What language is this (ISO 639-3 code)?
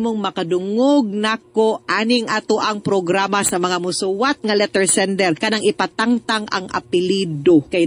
ceb